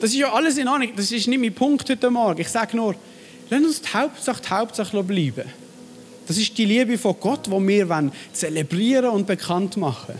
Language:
Swiss German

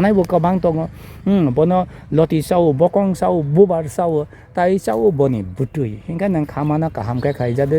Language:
Kok Borok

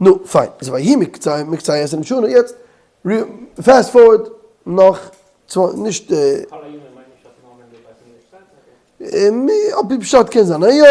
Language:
Yiddish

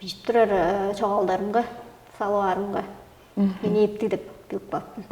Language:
Tuvinian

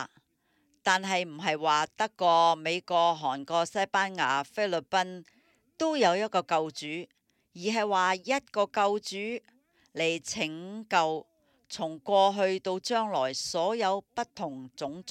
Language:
Cantonese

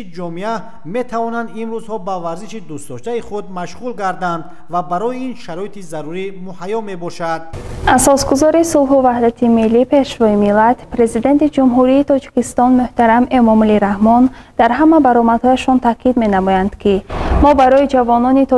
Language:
Tajik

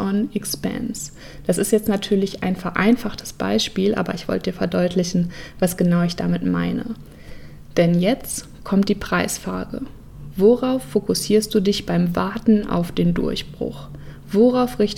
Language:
German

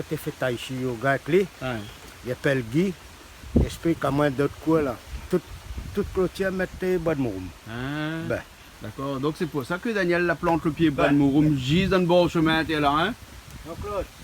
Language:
Réunion Creole French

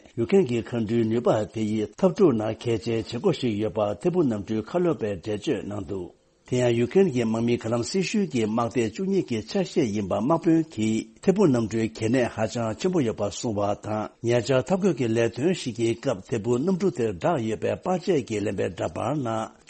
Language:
Tibetan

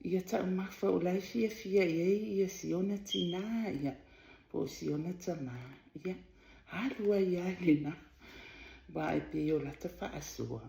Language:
Samoan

